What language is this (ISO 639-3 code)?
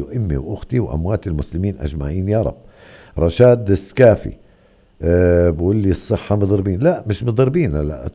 apc